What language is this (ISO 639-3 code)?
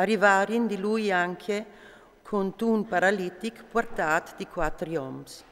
fur